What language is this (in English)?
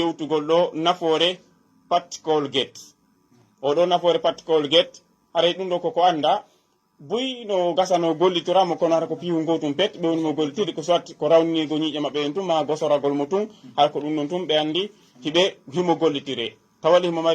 Fula